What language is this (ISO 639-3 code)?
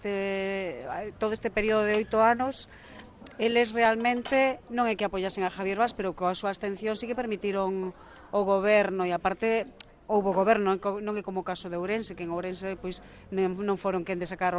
glg